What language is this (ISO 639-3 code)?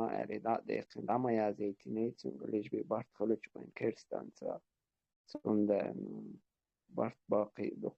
che